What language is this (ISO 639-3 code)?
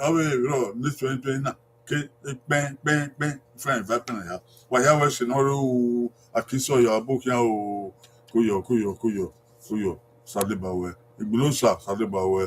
bin